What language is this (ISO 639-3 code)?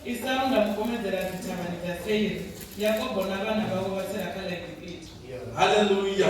ven